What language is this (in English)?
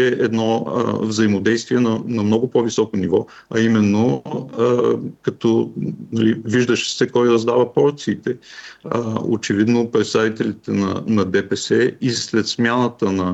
Bulgarian